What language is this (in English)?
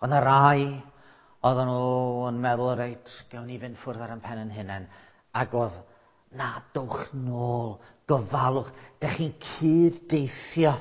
Welsh